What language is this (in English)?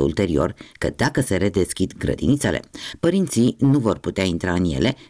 Romanian